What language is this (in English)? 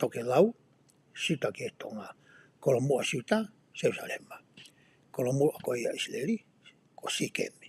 Tongan